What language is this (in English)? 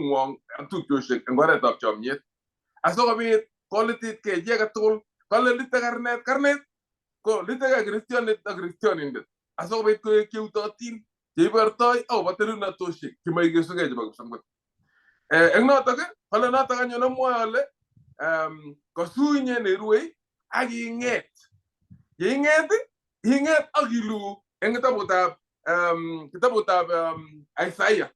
Kalenjin